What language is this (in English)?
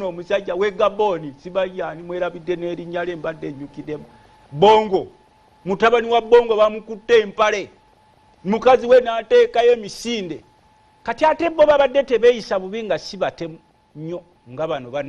Ganda